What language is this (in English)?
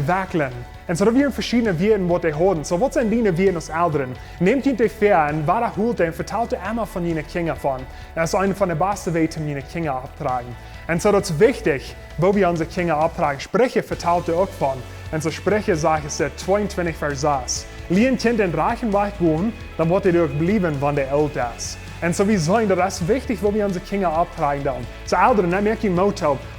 Plautdietsch